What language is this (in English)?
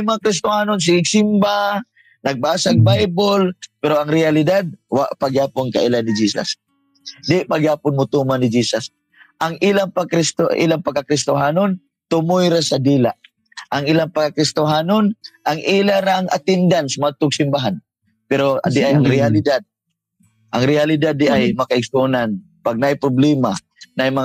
Cebuano